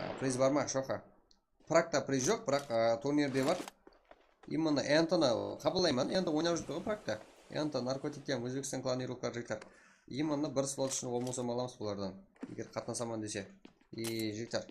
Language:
Kara-Kalpak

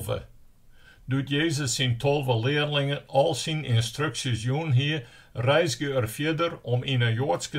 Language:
Western Frisian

